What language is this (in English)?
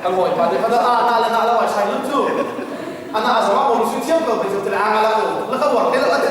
Hakha Chin